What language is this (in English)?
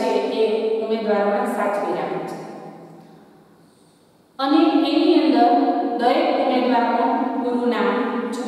Gujarati